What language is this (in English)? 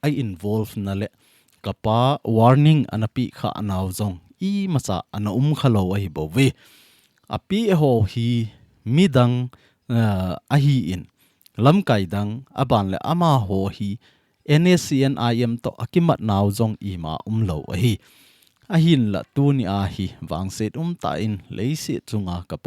Thado Chin